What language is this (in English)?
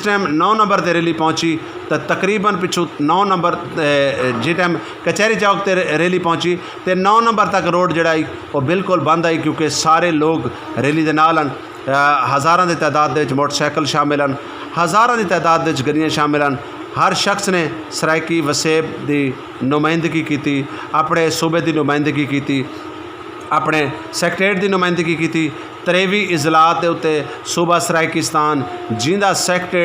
Saraiki